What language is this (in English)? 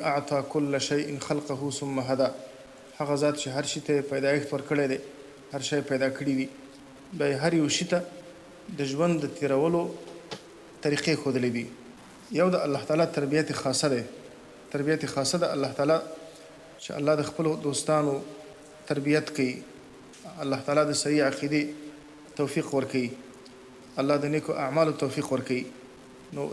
Pashto